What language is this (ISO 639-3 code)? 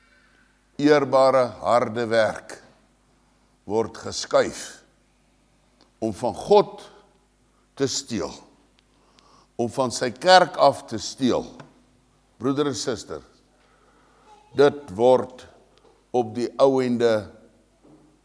afr